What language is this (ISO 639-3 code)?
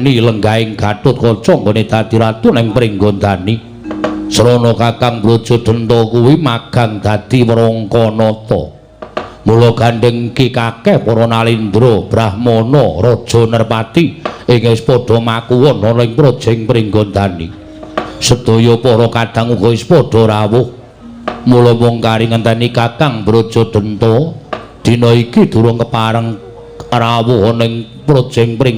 jav